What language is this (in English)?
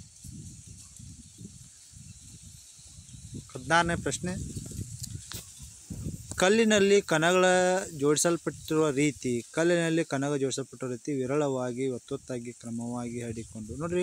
Kannada